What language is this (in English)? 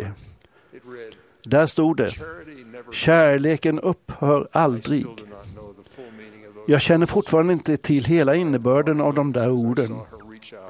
Swedish